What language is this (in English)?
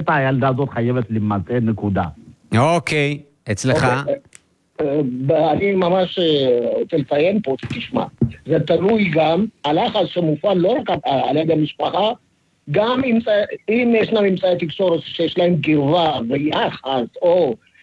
Hebrew